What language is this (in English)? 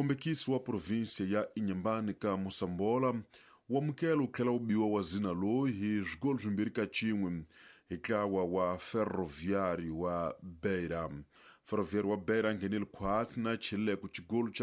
Tsonga